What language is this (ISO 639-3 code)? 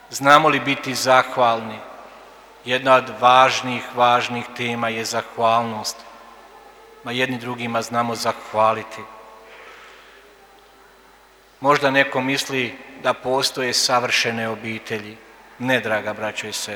hrv